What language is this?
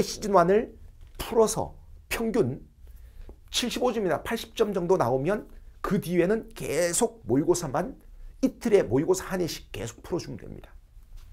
Korean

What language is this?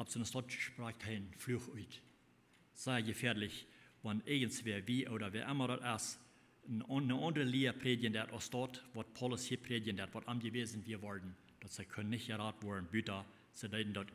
Plautdietsch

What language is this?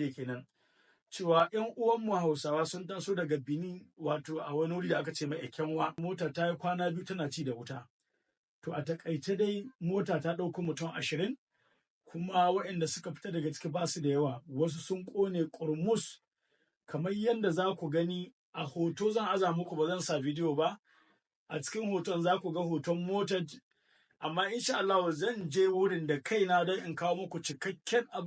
Hausa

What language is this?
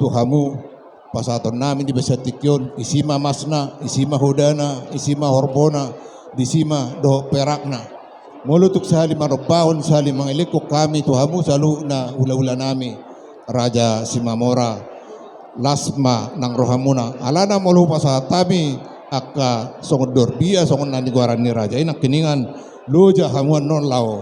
Batak Toba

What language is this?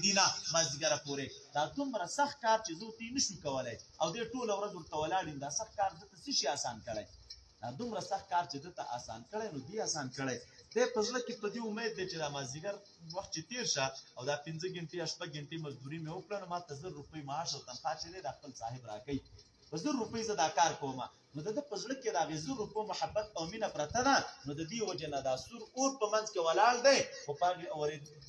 Pashto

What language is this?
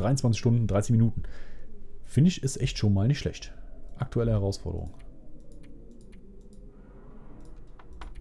German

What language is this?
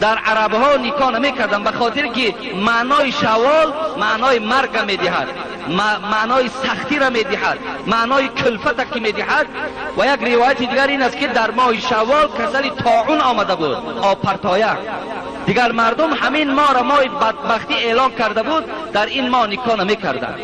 Tajik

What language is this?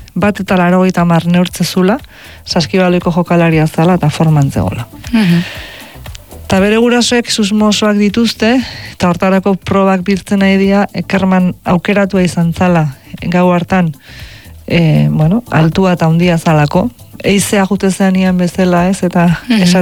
Basque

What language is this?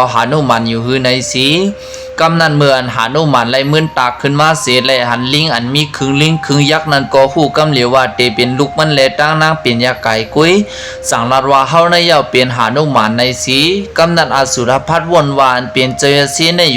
Shan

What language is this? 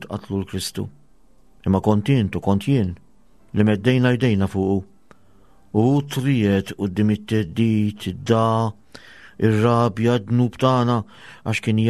Maltese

